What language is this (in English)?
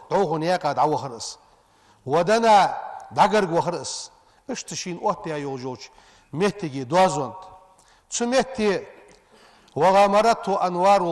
Ingush